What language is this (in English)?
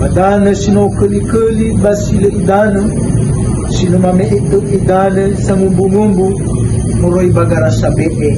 Nias